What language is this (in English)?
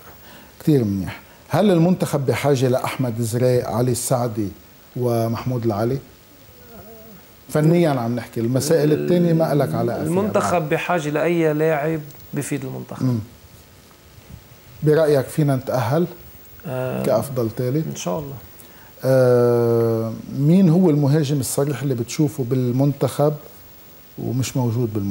North Levantine Arabic